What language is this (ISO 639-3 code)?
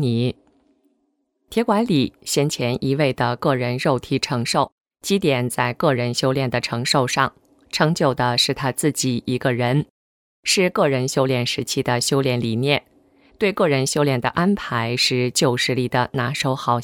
zho